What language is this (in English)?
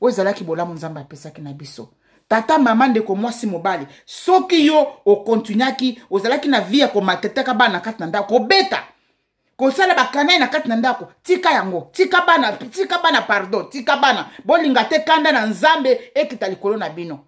Lingala